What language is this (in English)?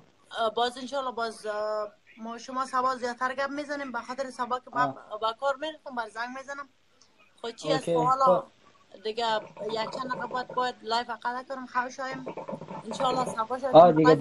Persian